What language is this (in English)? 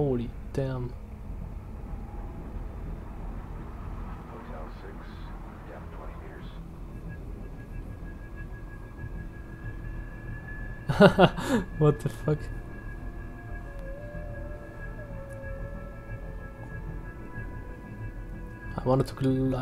English